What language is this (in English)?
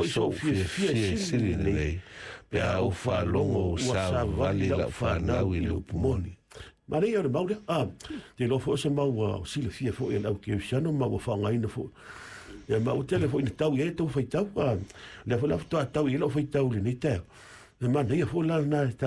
Samoan